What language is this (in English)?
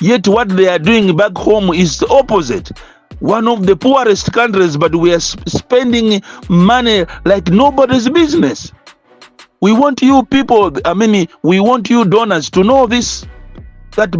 Nyanja